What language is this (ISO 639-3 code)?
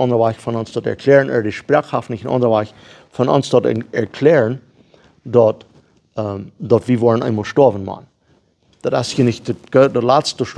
pdt